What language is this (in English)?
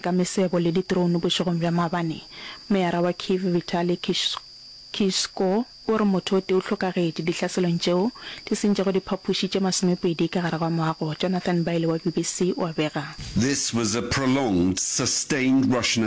Northern Sotho